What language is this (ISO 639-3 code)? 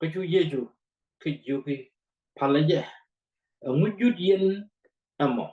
nus